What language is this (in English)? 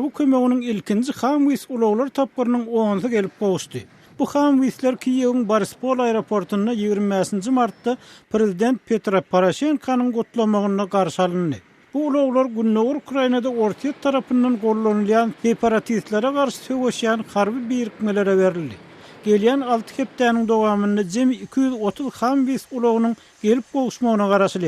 Turkmen